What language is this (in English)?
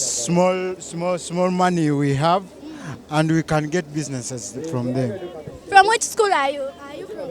Ganda